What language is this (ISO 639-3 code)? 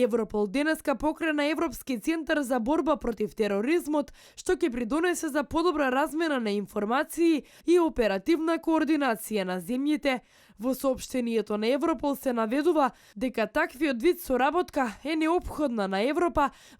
mkd